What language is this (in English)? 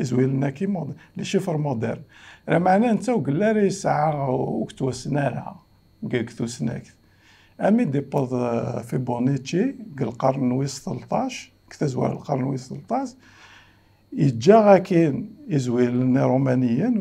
Kabyle